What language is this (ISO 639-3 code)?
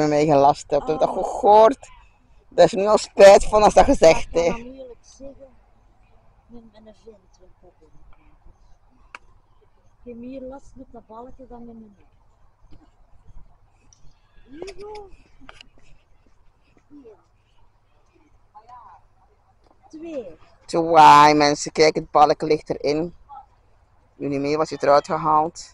nld